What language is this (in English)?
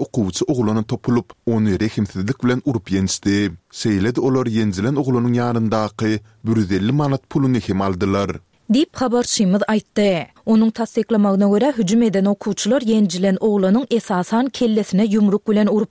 Turkmen